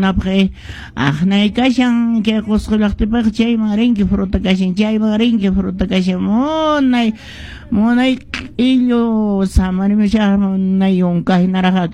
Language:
Quechua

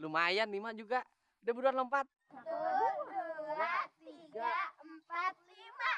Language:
Betawi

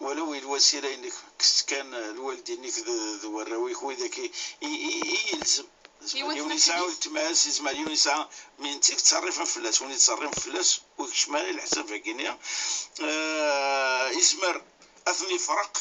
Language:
Kabyle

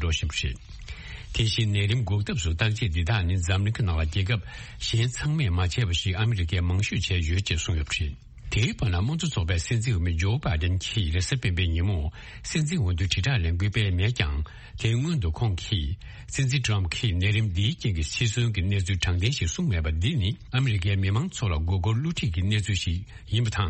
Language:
Tibetan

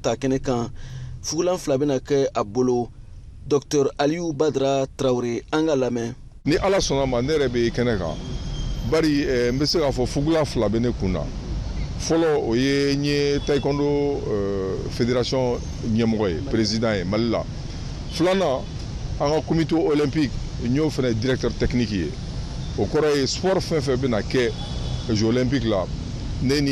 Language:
Bambara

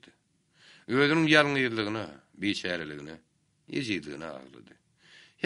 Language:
Turkmen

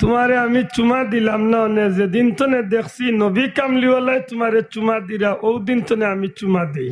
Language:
Sylheti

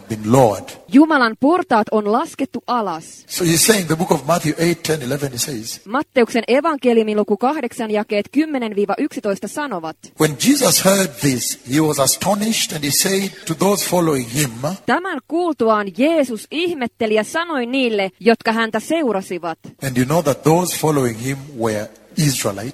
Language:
Finnish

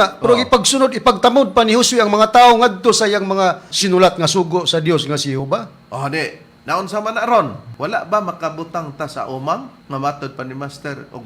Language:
Cebuano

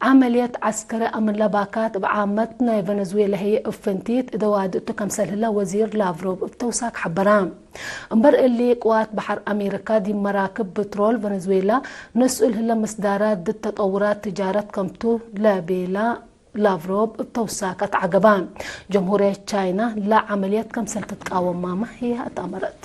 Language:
Tigre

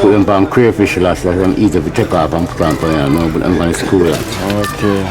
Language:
Jamaican Creole English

